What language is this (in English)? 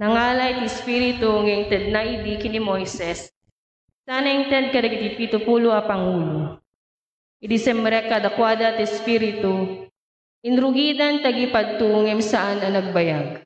Iloko